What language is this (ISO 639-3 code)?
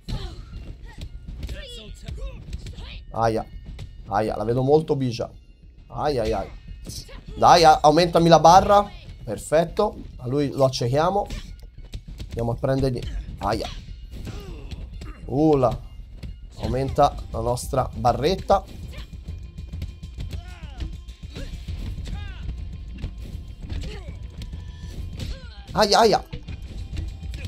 ita